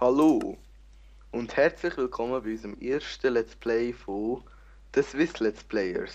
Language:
Swiss German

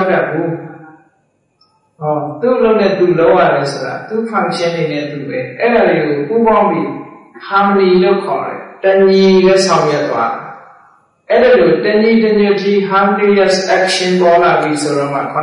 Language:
Burmese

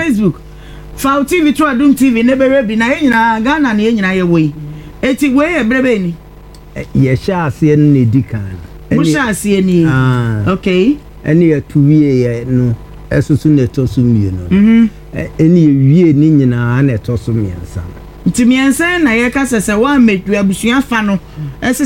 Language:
Akan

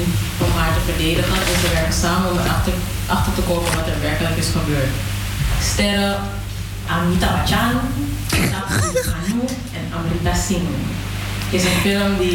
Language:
Dutch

